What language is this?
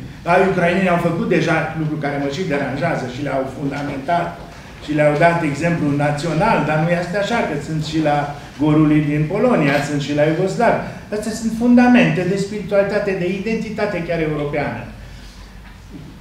Romanian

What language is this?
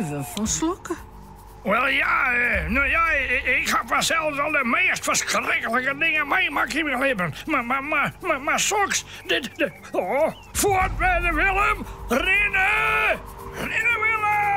Western Frisian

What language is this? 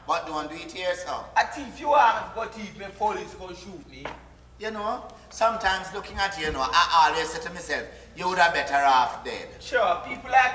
Jamaican Creole English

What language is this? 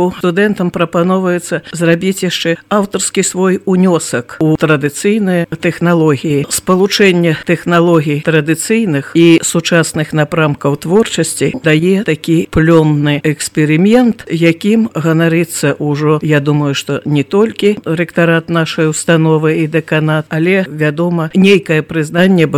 Belarusian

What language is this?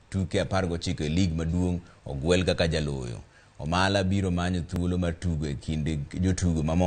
Luo (Kenya and Tanzania)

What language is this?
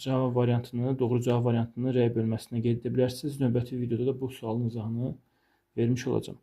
Azerbaijani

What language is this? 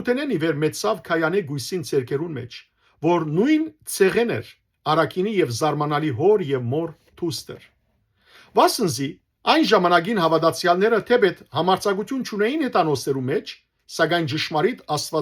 Western Armenian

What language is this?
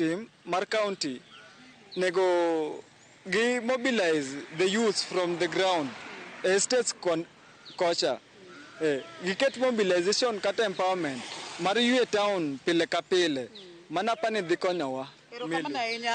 Luo (Kenya and Tanzania)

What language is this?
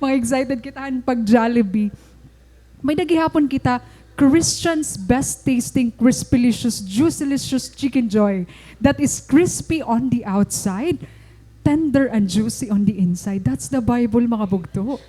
Waray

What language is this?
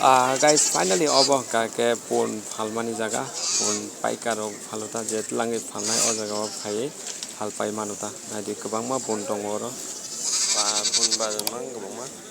Kok Borok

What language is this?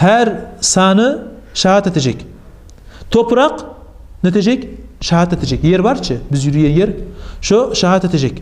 Kumyk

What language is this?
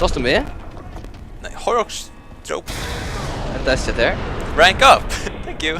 Faroese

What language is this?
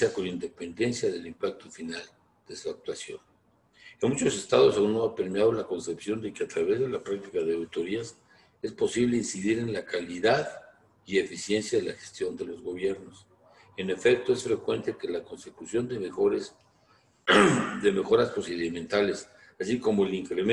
Spanish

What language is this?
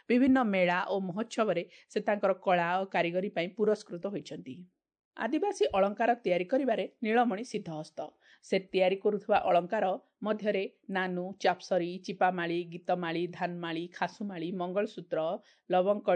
Odia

